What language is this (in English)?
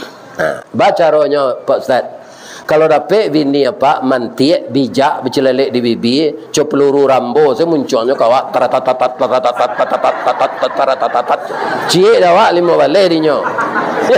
Minangkabau